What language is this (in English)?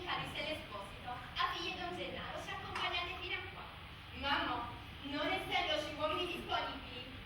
Neapolitan